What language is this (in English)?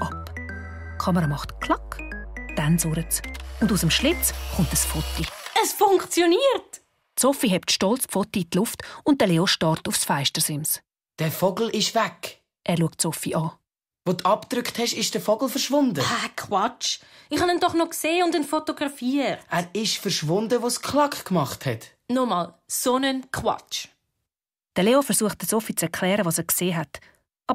Swiss German